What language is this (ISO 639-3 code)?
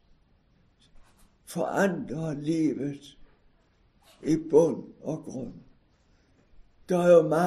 dan